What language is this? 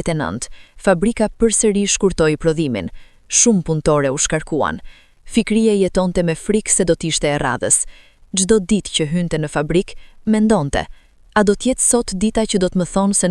Albanian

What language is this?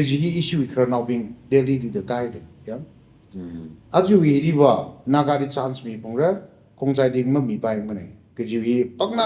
Tangkhul Naga (India)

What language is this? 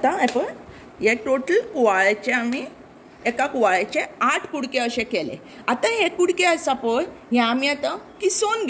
Konkani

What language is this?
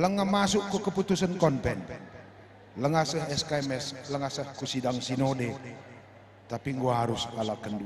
Batak Karo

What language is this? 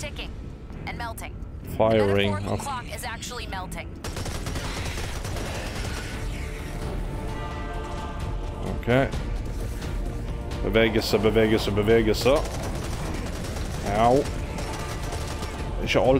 Norwegian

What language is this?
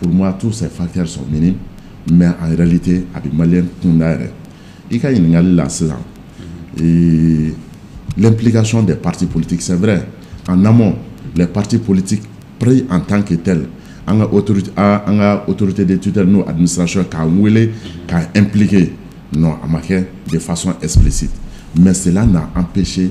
Bambara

